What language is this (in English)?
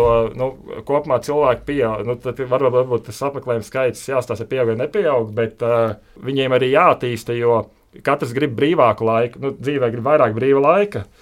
Latvian